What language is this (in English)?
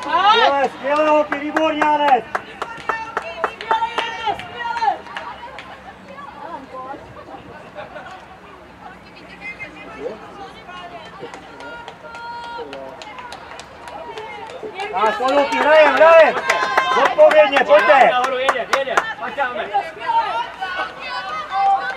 Czech